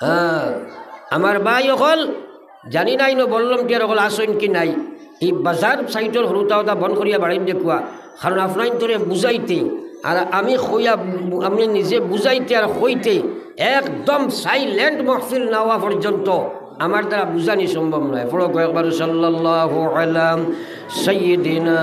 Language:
Sylheti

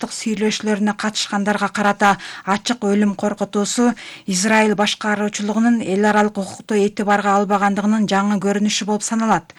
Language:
Kyrgyz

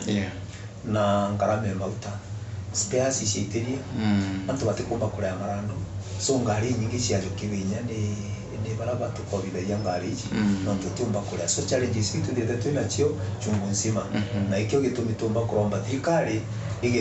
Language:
Meru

